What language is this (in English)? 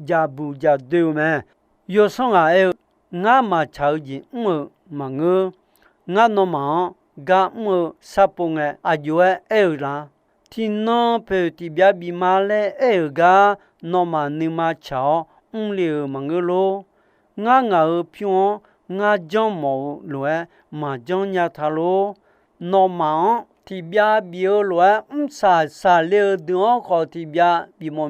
Akha